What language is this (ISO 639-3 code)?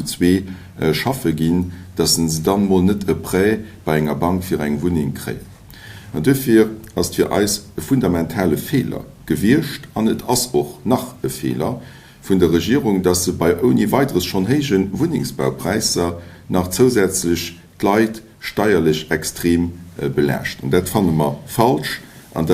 ltz